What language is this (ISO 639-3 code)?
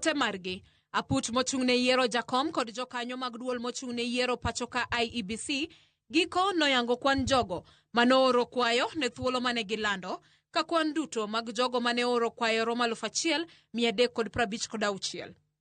luo